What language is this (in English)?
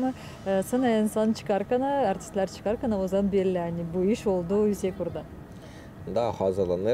Gagauz